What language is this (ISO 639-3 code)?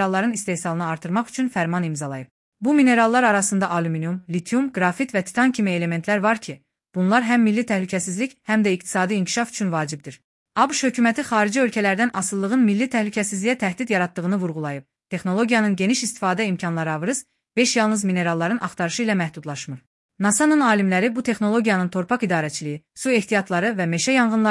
aze